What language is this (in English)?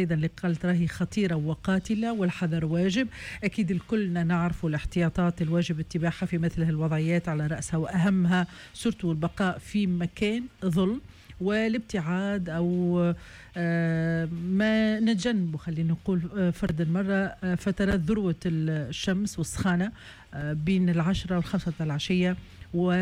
Tunisian Arabic